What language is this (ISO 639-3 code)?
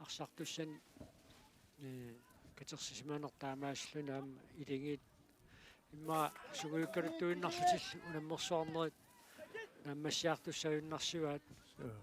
kal